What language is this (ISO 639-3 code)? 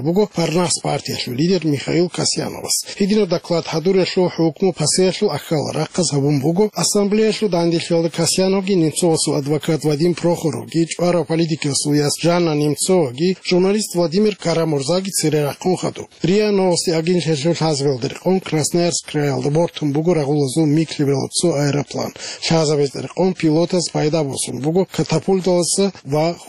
ava